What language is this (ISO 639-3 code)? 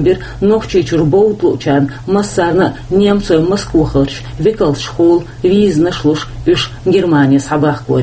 che